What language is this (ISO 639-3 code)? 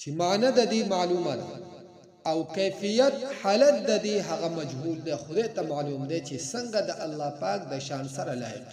pus